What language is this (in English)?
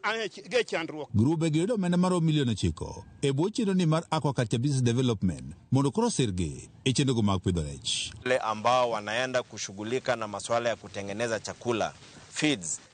Luo (Kenya and Tanzania)